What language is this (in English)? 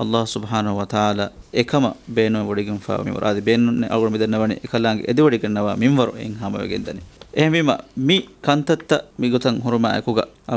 Divehi